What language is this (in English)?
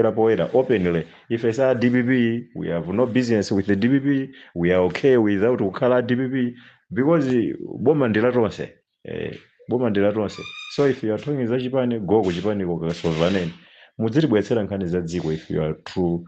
Nyanja